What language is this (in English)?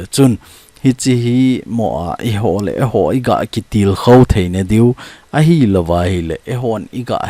Thado Chin